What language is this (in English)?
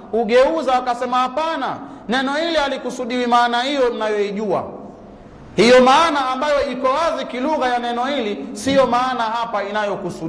Swahili